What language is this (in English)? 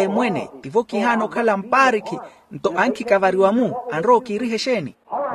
Makhuwa